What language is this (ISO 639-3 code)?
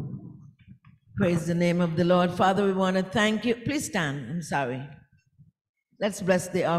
eng